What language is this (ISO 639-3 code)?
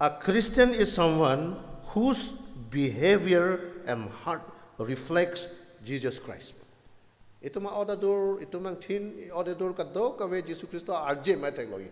mjw